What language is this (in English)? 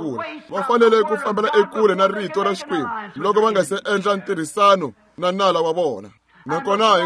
Tsonga